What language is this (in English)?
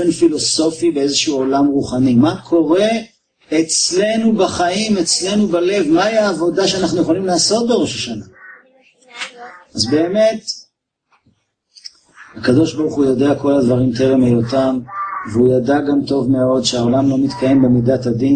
Hebrew